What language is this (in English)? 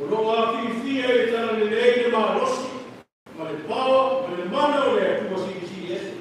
Samoan